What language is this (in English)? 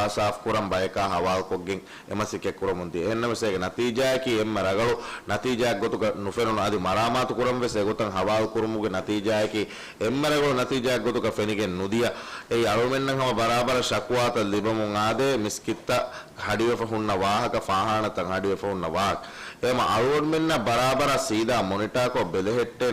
Divehi